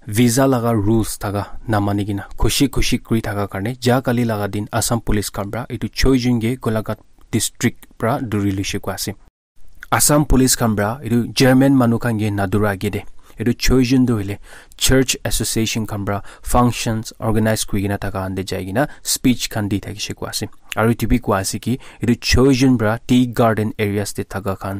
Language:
Naga Pidgin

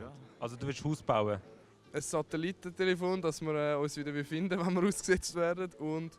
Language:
Swiss German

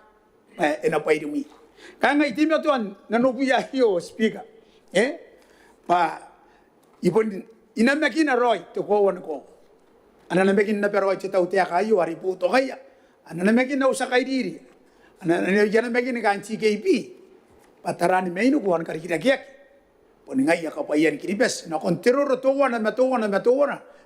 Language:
Gilbertese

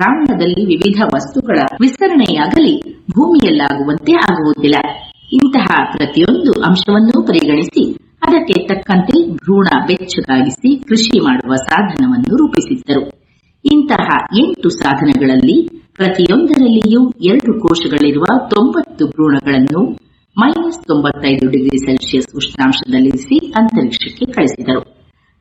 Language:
Kannada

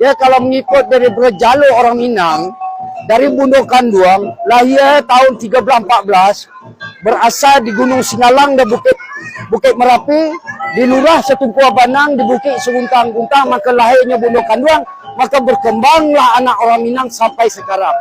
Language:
Minangkabau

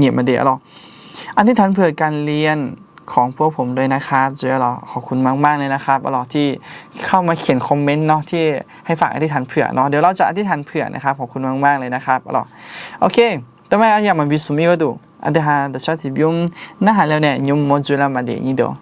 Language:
Akha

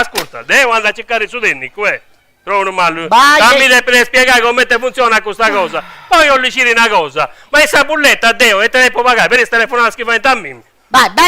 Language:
Sardinian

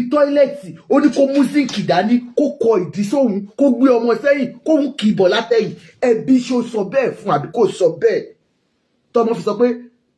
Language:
Yoruba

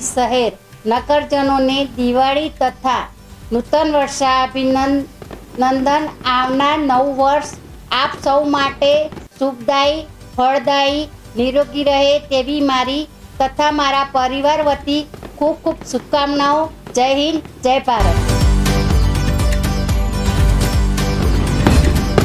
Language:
Gujarati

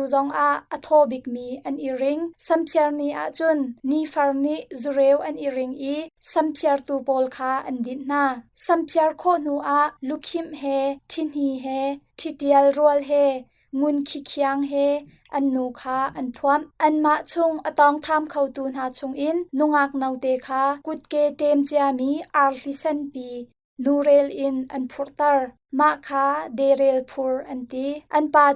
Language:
Hakha Chin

